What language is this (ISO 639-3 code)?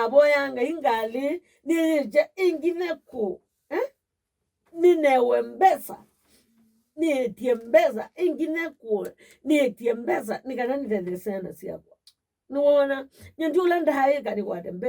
kam